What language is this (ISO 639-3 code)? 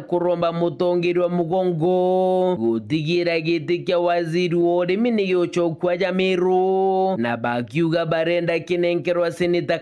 mer